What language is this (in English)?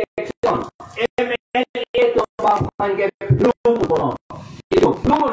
Karbi